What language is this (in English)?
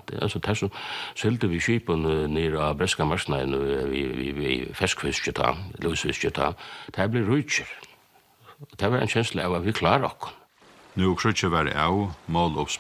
Faroese